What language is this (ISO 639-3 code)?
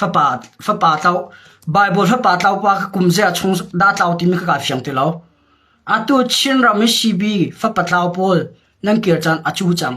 cnh